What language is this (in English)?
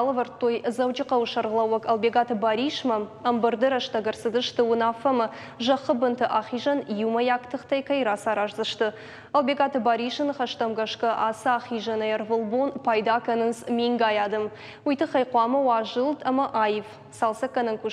Ossetic